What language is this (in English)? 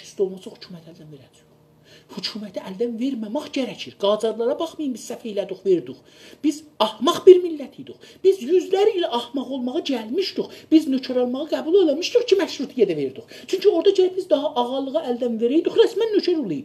South Azerbaijani